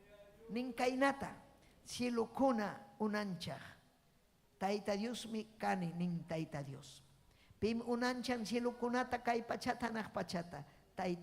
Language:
Ayacucho Quechua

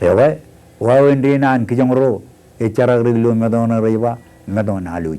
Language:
Marshallese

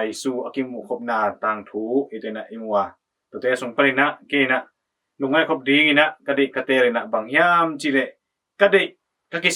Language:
Tedim Chin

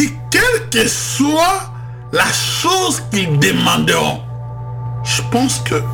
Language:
French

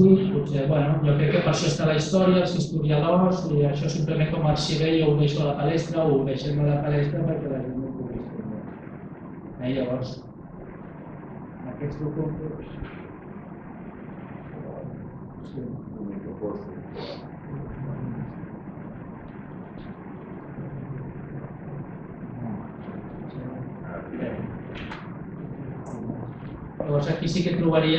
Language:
Catalan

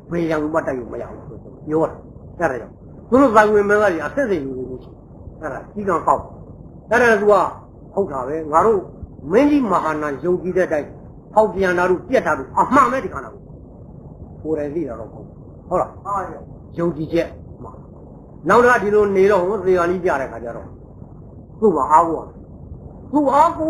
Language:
Burmese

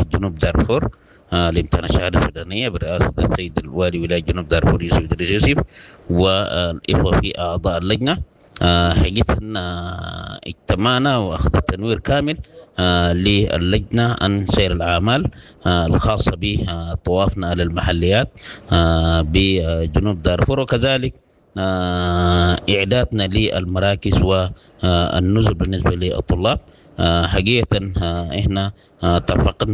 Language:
Sudanese Arabic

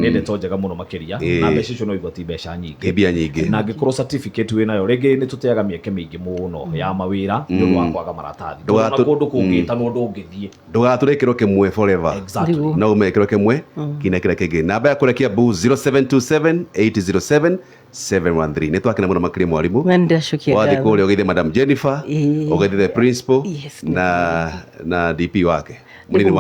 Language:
Kikuyu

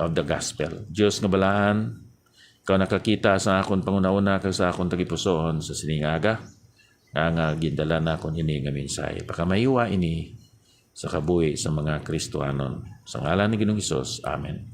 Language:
Hiligaynon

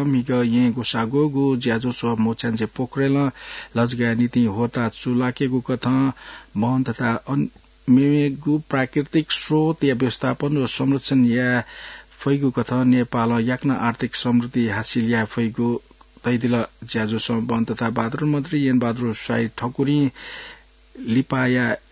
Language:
Newari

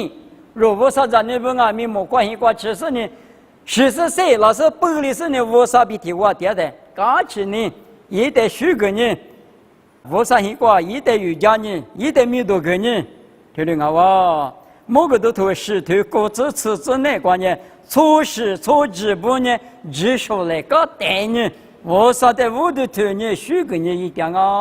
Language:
Lisu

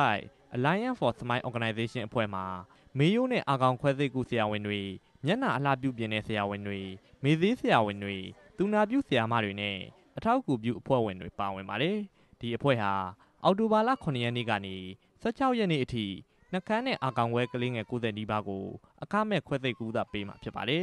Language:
Burmese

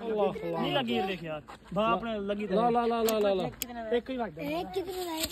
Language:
Saraiki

